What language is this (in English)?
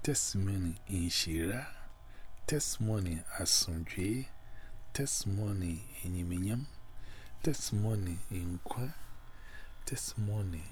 Hausa